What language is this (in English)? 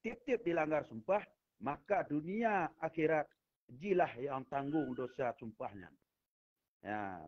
Achinese